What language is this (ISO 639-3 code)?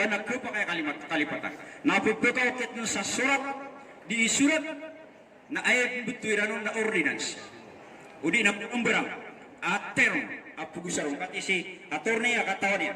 mrw